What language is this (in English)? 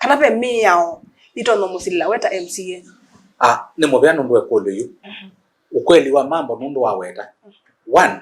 Kamba